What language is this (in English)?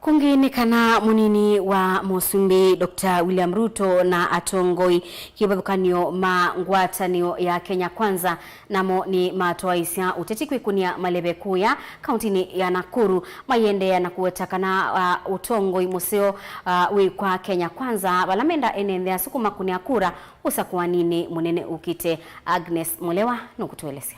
Kamba